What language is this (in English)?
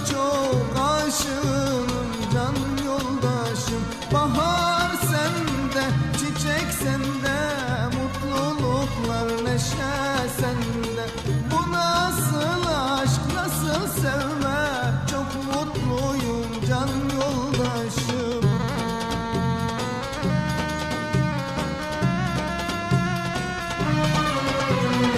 Turkish